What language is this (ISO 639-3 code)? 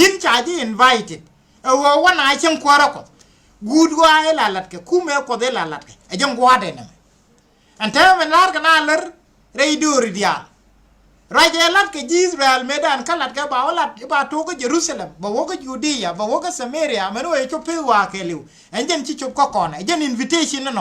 nus